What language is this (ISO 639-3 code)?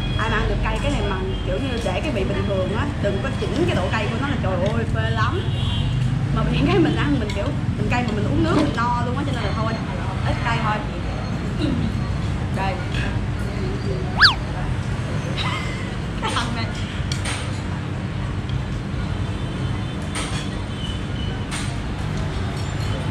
vie